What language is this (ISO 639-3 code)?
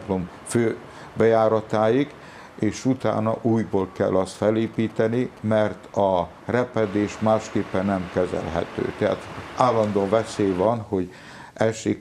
hun